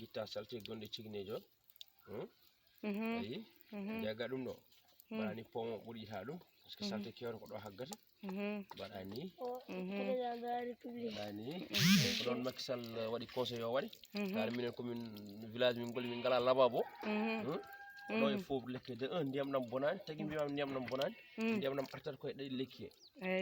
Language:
Fula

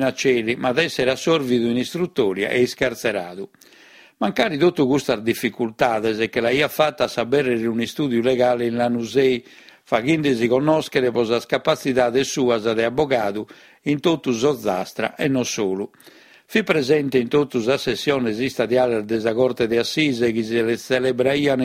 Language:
Sardinian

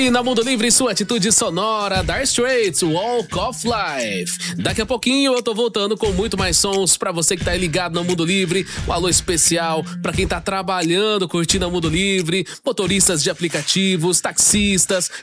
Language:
Portuguese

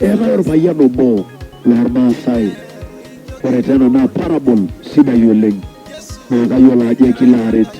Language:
Masai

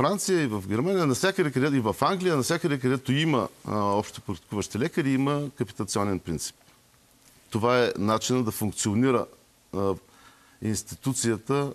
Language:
Bulgarian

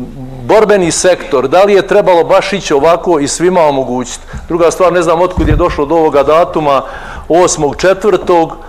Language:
Bosnian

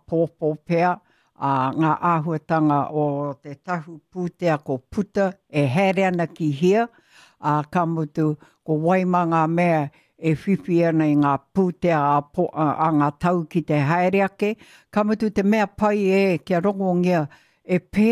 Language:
Māori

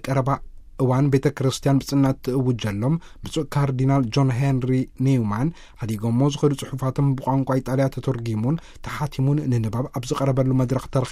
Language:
Tigrinya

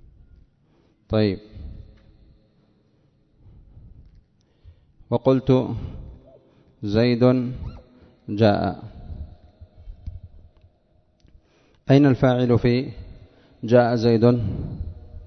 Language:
Arabic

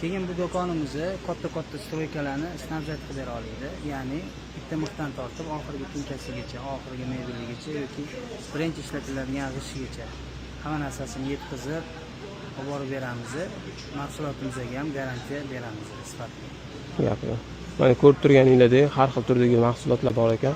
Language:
Uzbek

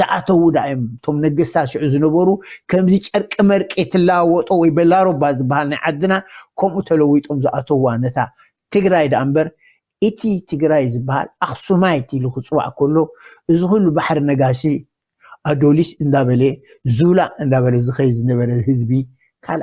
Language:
Tigrinya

